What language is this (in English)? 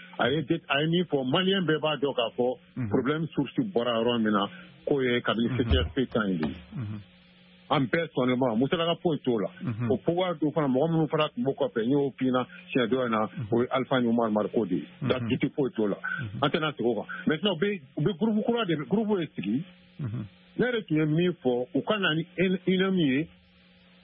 Bambara